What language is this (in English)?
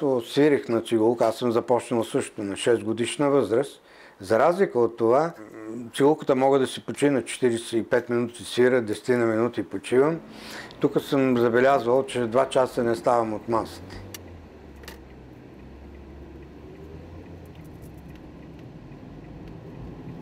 Bulgarian